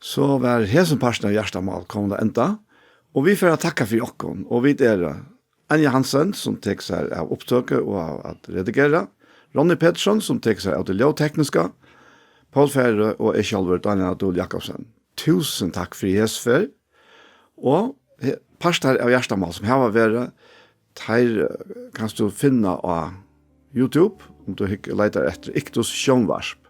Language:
Faroese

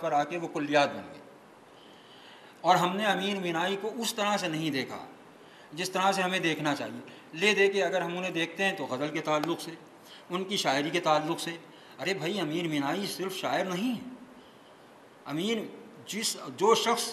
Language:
Urdu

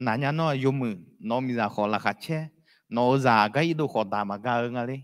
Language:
Akha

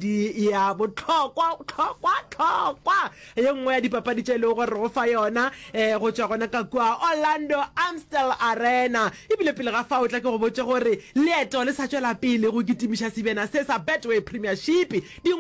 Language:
Northern Sotho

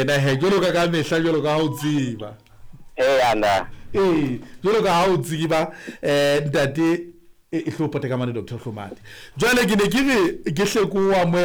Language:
Southern Sotho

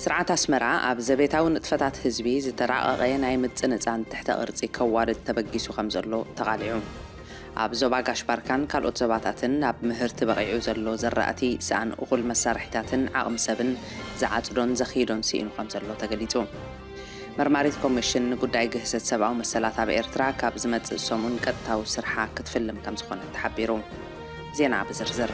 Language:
Tigrinya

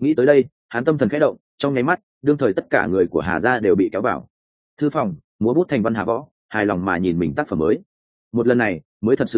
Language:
Vietnamese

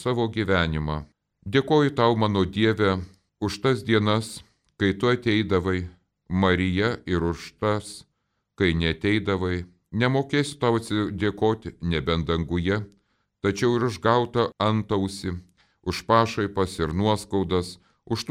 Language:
Lithuanian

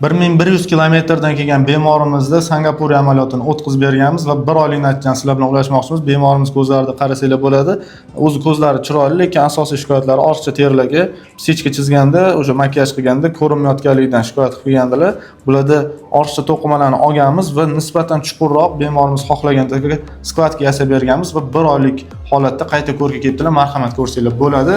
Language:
Uzbek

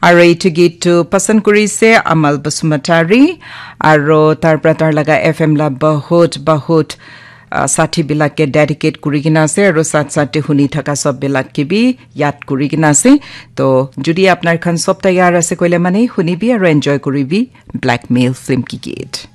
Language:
Naga Pidgin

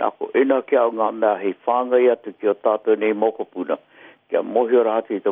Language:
Māori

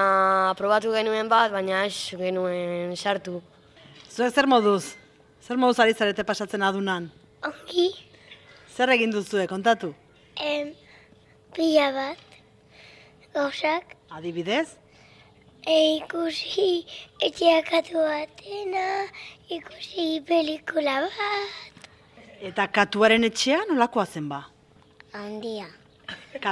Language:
Basque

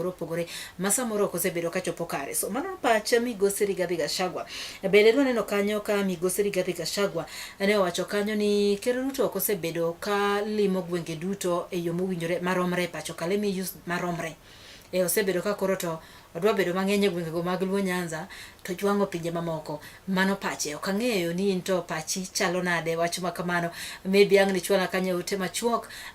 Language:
Luo (Kenya and Tanzania)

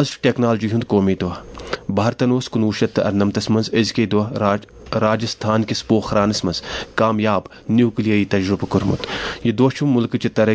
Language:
Kashmiri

